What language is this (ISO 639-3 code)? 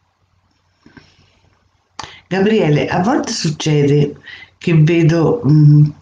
ita